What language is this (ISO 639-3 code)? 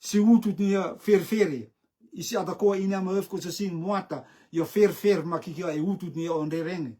rtm